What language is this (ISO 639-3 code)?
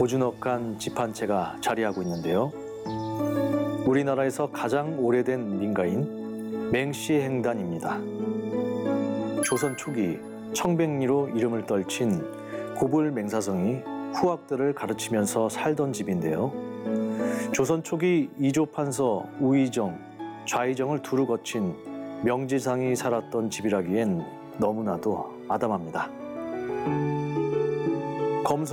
kor